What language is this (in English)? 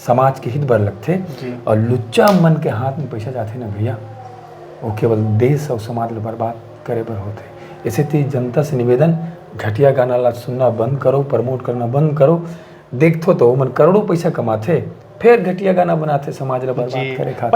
Chhattisgarhi